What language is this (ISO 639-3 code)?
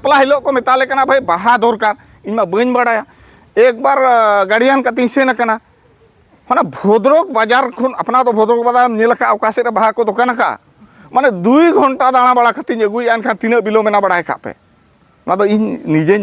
sat